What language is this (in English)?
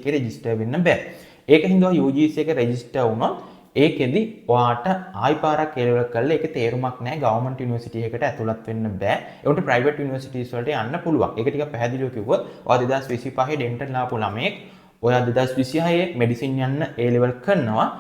Sinhala